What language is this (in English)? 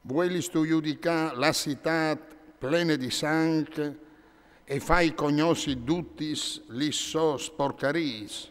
Friulian